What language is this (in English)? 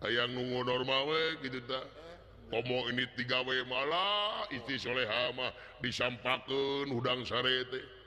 Sundanese